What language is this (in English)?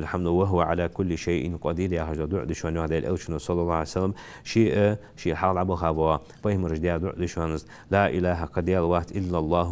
Ingush